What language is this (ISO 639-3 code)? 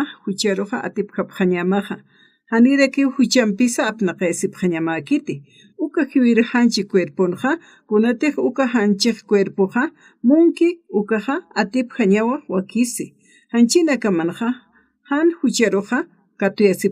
aym